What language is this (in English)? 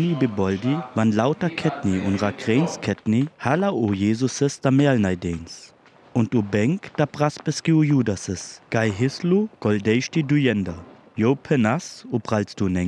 Sinte Romani